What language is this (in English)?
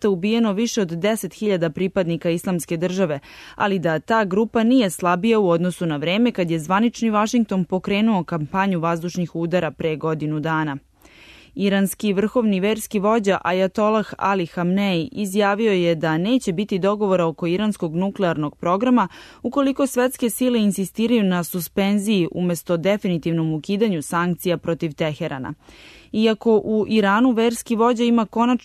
Serbian